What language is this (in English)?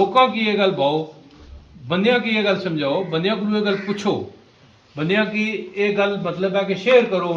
Pahari-Potwari